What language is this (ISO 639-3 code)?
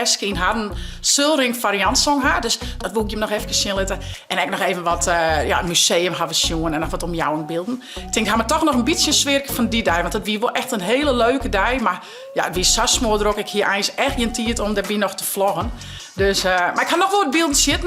fry